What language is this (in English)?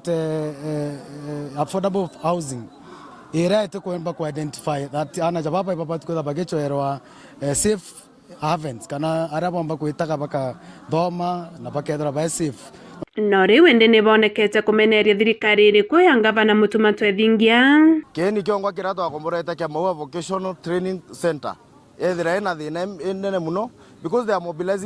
Meru